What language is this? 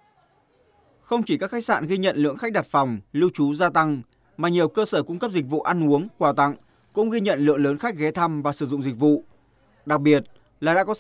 Vietnamese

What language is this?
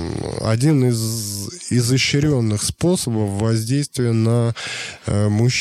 Russian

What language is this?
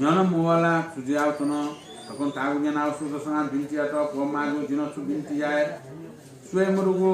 Newari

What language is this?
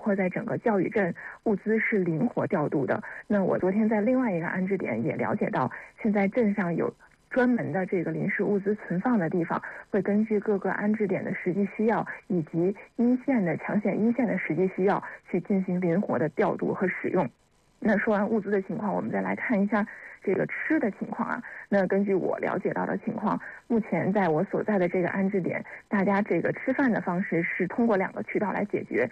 Chinese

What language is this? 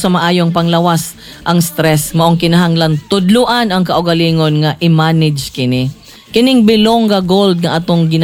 Cebuano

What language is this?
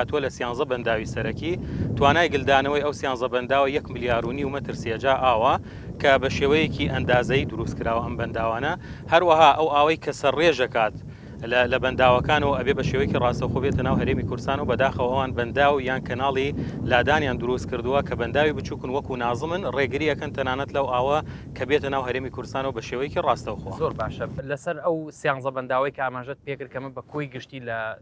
Central Kurdish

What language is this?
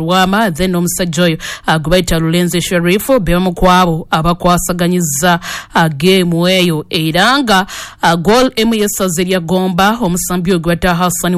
Ganda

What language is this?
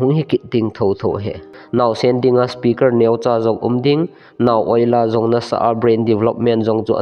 Thado Chin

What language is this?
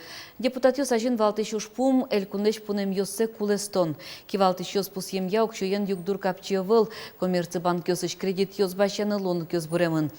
Udmurt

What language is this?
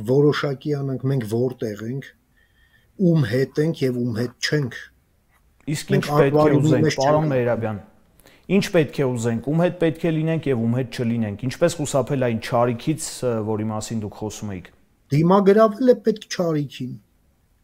Armenian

